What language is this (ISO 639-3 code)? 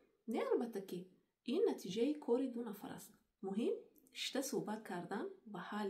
tgk